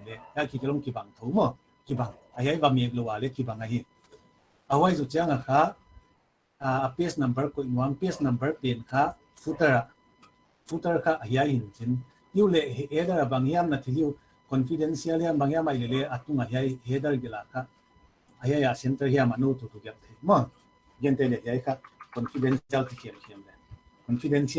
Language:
Paite Chin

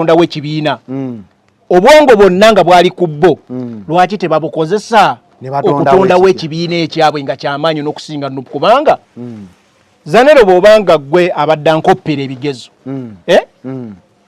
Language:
Ganda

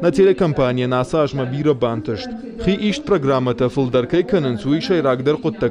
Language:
Ossetic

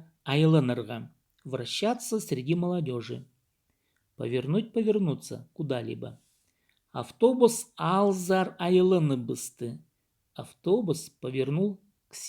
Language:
Khakas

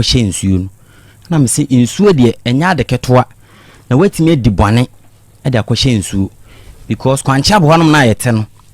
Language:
Akan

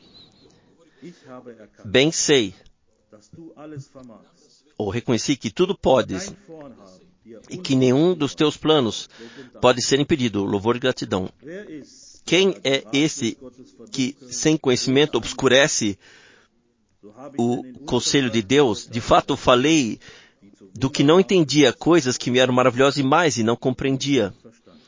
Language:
Portuguese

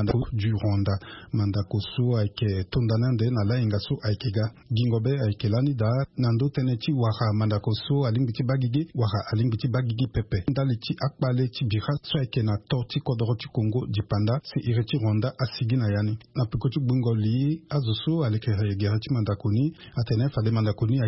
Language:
Sango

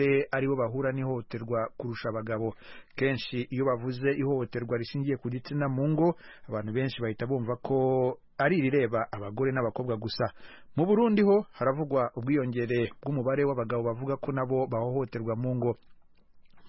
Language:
Kinyarwanda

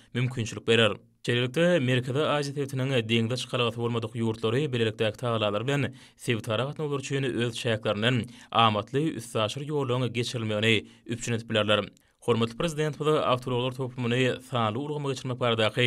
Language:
Turkmen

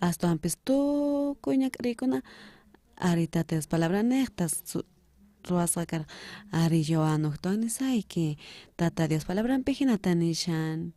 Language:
South Bolivian Quechua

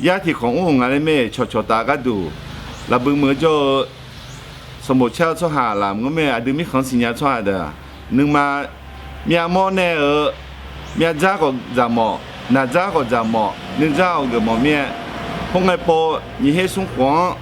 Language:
Akha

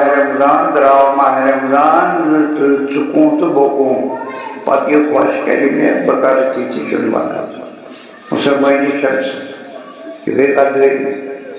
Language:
Kashmiri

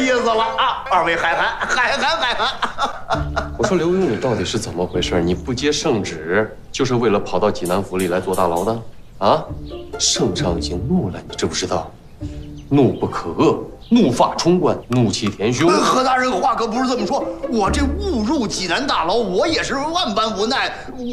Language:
Chinese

